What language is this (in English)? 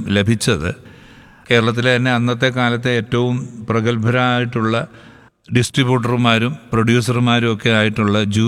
Malayalam